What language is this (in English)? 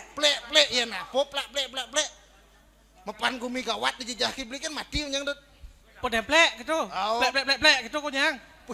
Balinese